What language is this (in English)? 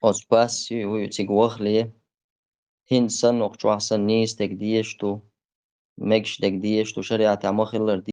Chechen